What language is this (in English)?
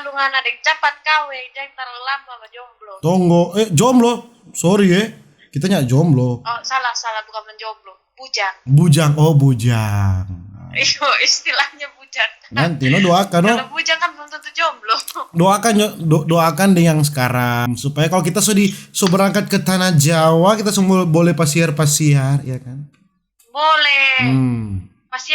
Manado Malay